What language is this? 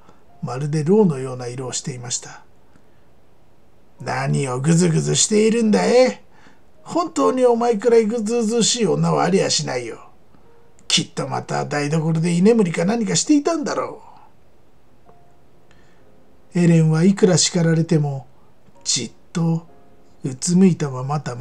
Japanese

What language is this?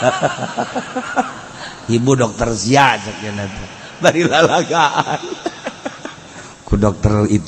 Sundanese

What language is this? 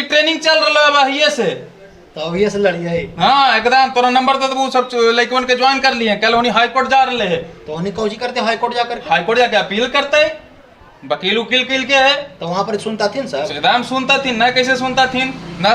Magahi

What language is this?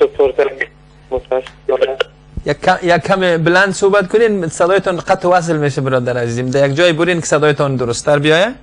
Persian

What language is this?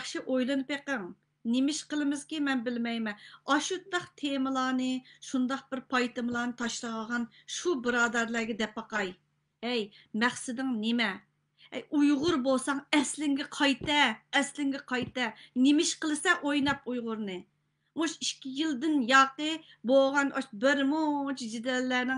Uyghur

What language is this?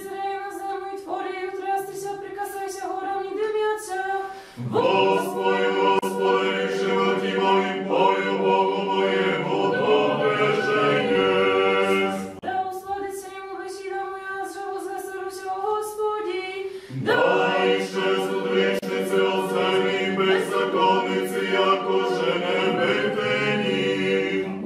Rusyn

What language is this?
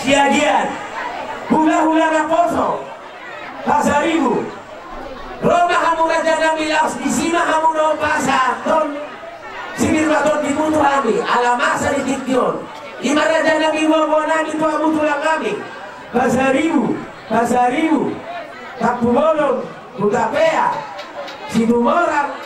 Batak Toba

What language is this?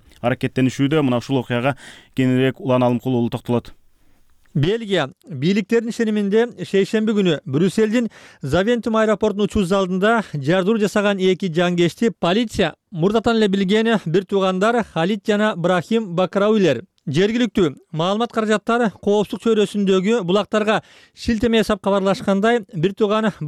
Kyrgyz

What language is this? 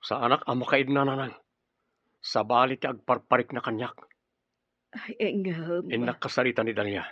Iloko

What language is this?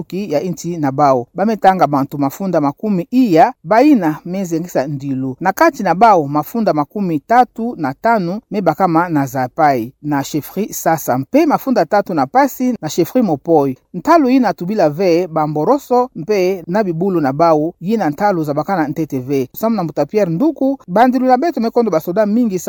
Kituba (Democratic Republic of Congo)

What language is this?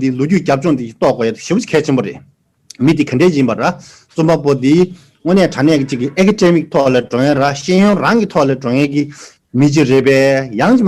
Tibetan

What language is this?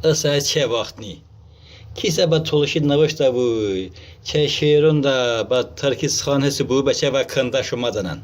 Talysh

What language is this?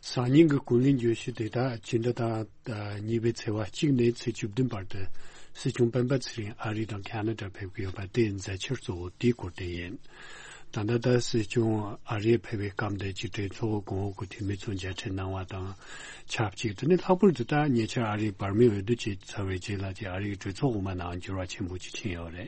Tibetan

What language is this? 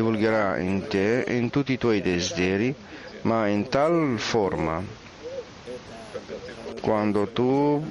Italian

